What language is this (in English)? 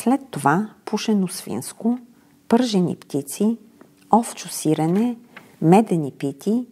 Bulgarian